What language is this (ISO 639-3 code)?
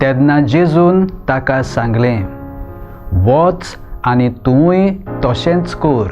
kok